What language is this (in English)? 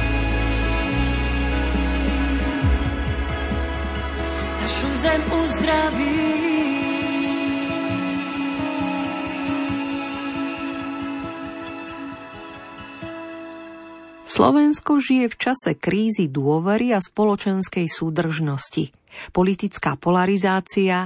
Slovak